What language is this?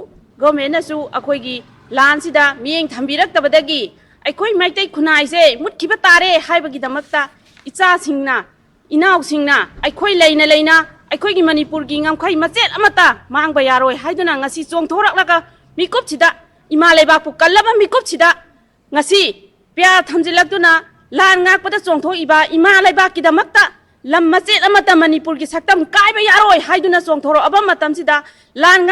Manipuri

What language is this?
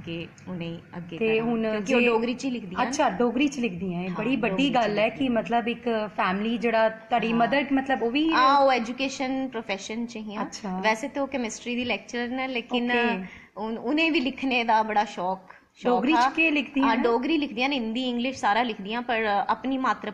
Dogri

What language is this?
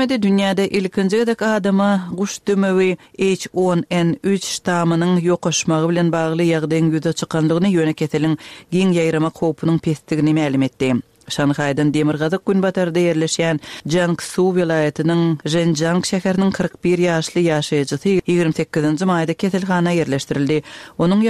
Kyrgyz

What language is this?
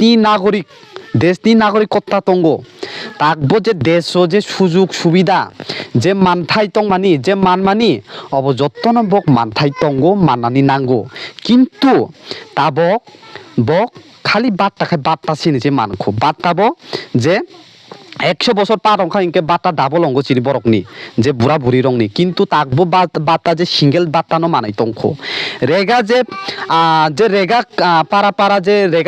Kok Borok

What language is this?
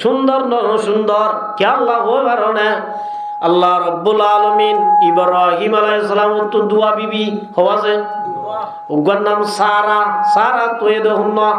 Rohingya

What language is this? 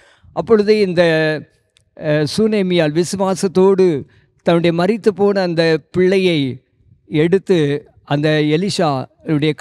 Tamil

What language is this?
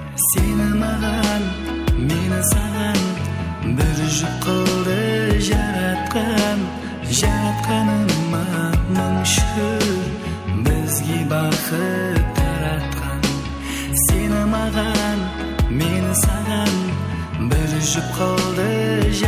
Kara-Kalpak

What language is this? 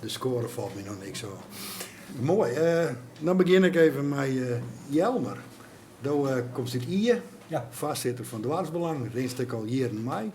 Western Frisian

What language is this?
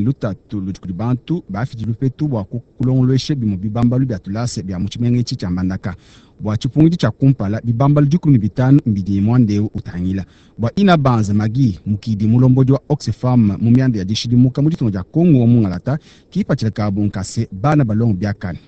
Luba-Lulua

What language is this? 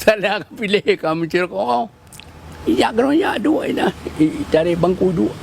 Achinese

